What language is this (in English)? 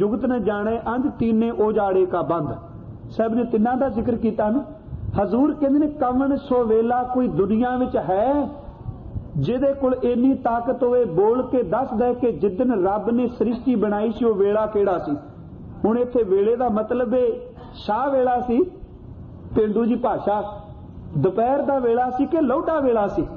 Punjabi